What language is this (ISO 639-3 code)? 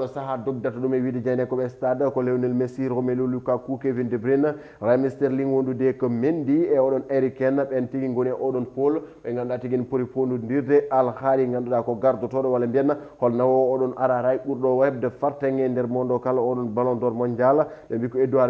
ful